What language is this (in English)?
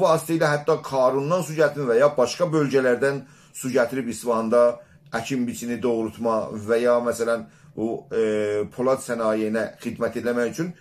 South Azerbaijani